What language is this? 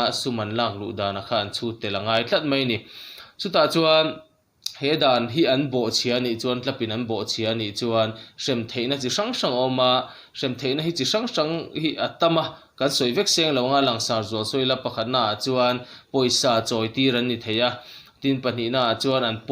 Mizo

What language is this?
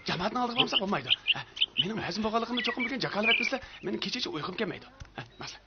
Uyghur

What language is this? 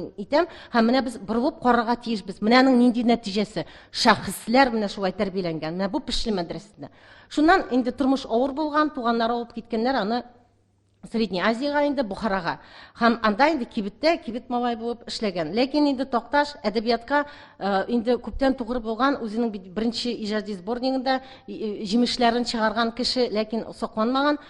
Tatar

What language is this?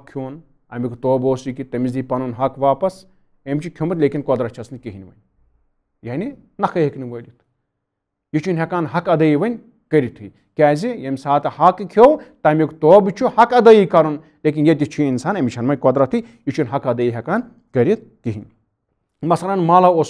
Kashmiri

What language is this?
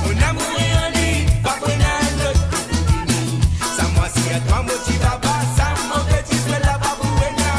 Morisyen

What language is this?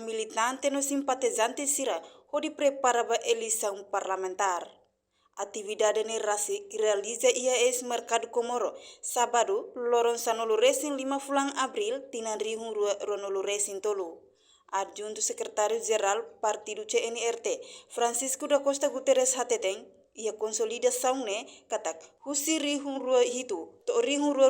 Tetum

